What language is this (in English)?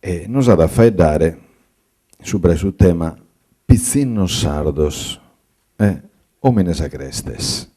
Sardinian